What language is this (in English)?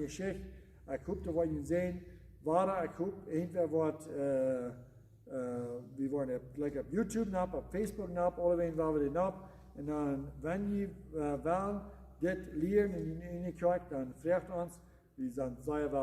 Plautdietsch